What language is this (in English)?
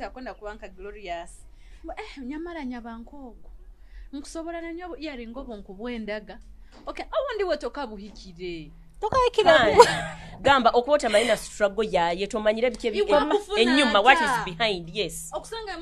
Nyoro